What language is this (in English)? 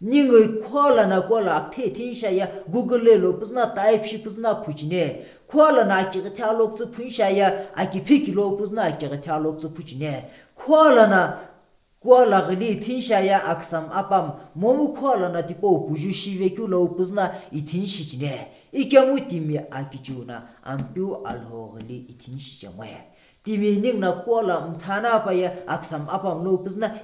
Sumi Naga